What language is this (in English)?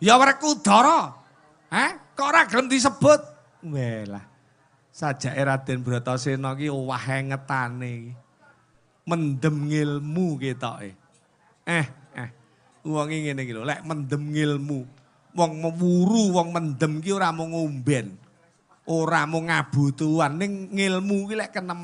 Javanese